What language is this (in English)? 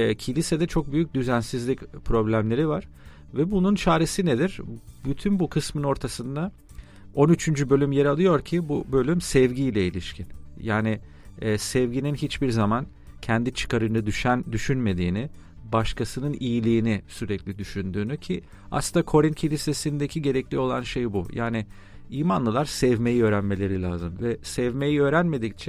Turkish